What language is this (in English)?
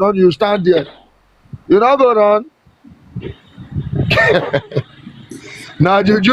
Nigerian Pidgin